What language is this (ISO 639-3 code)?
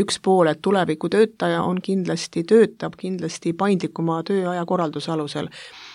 est